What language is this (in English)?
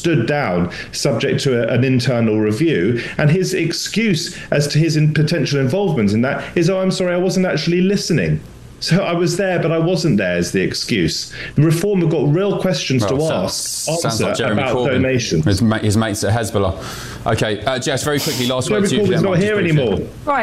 English